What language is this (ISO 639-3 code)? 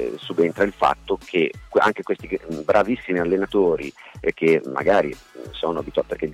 ita